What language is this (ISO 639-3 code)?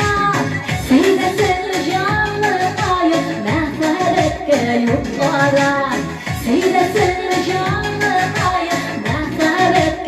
tat